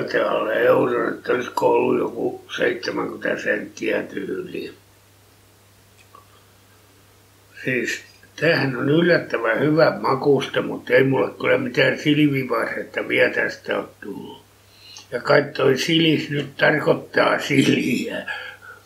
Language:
Finnish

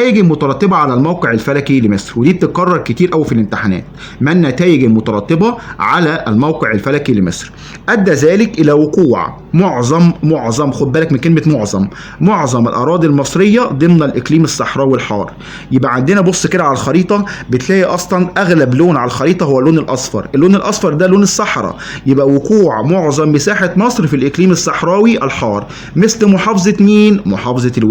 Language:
Egyptian Arabic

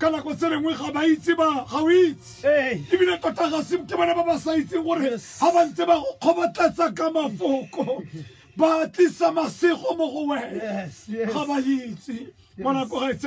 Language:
Tswana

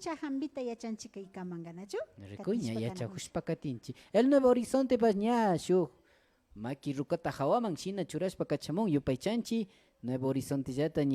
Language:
Imbabura Highland Quichua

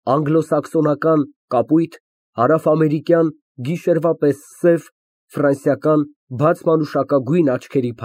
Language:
Armenian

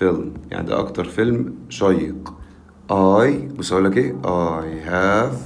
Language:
Egyptian Arabic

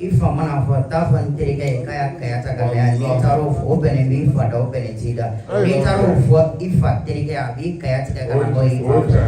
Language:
Bambara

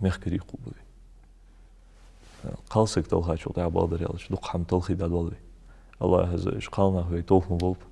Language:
Ingush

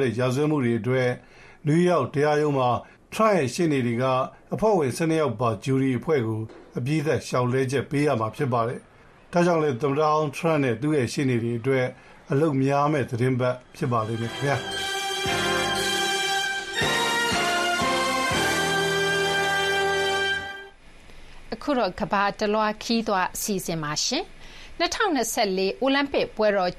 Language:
Burmese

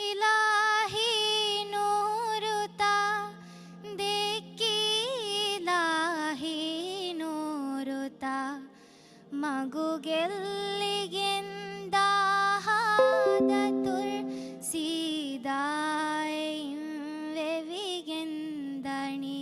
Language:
Divehi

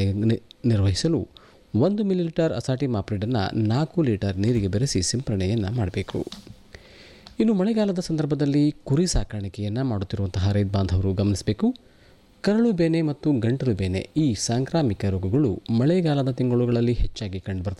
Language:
Kannada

